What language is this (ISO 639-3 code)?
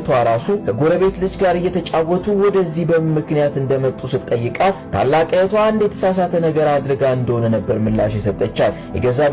amh